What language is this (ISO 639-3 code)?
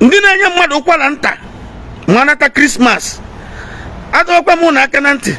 ibo